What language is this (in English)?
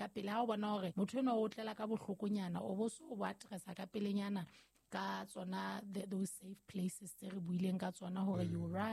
Southern Sotho